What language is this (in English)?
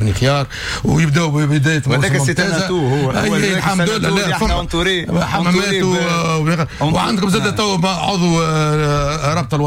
Tunisian Arabic